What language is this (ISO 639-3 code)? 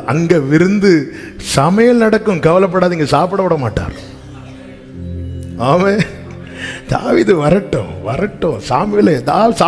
tam